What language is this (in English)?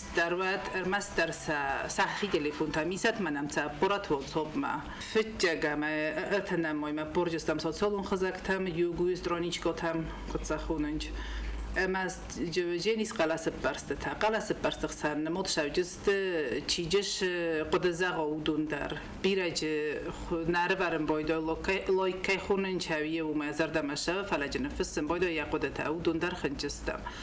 Ossetic